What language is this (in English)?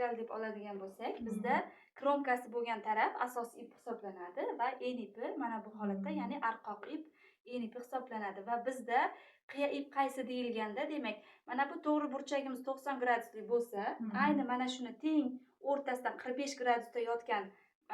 Uzbek